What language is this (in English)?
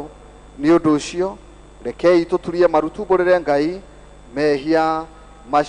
Kikuyu